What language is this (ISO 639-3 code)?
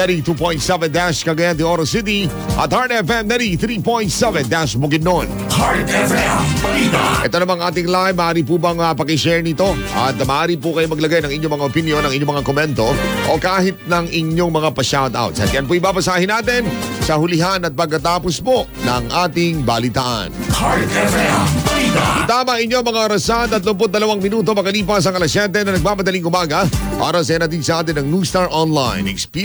fil